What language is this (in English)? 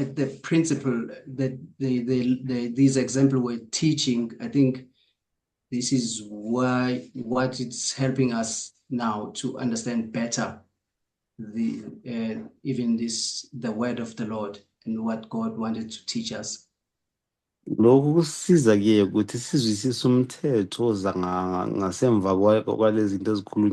Zulu